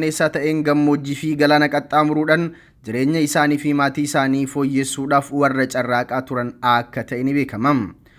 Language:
Oromo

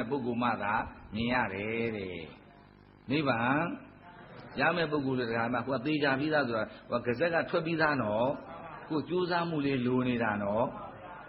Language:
Burmese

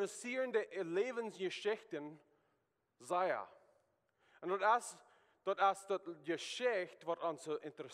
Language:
Plautdietsch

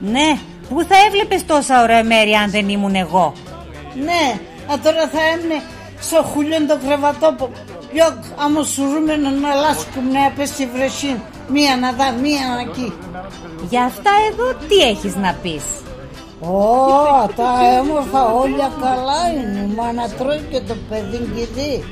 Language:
Pontic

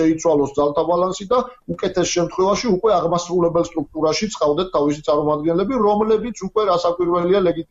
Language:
Georgian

